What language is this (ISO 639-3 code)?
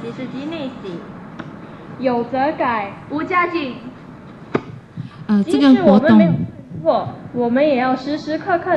zho